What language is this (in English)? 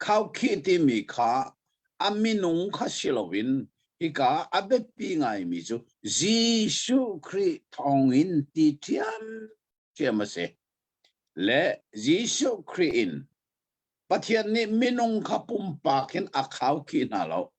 Hakha Chin